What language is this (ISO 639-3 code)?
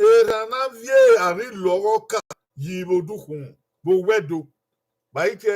bin